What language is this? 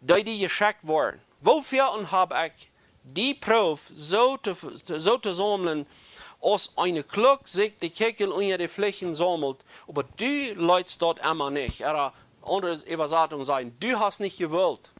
Plautdietsch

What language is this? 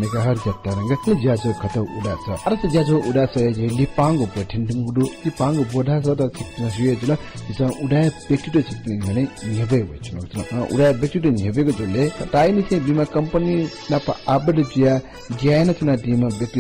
Newari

